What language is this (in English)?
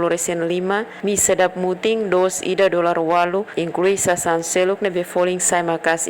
Tetum